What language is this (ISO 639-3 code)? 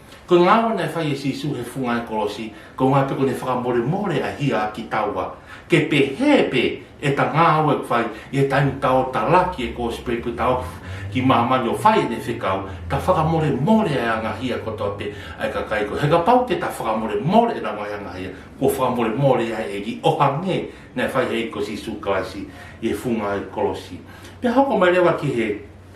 ton